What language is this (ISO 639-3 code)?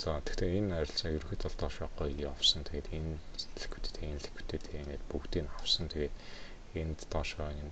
mon